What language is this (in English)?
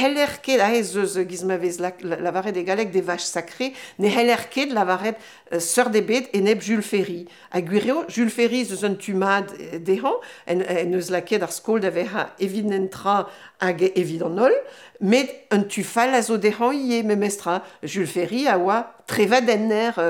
Breton